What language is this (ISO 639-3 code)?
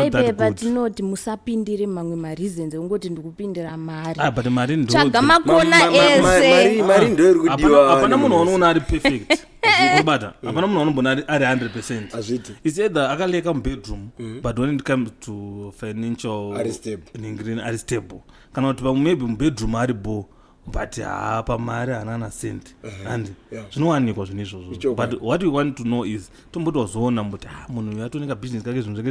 sna